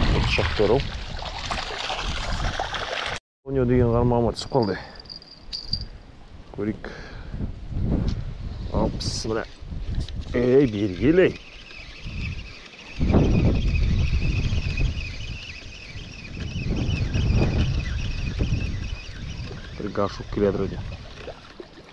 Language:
Kazakh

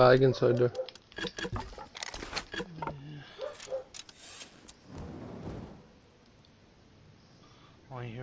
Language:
English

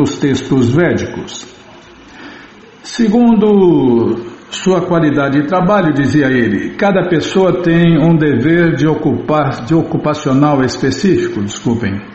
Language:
Portuguese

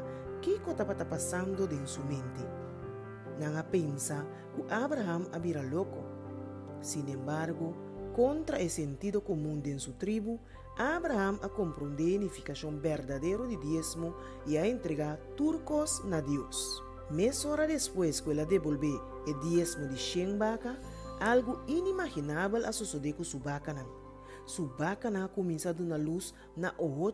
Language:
Papiamento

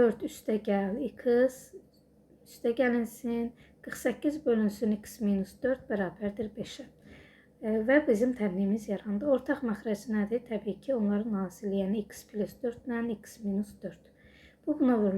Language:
Azerbaijani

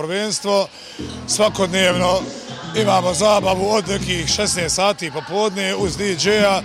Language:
Bosnian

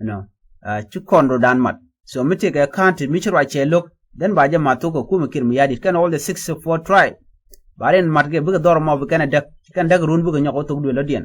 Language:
Nuer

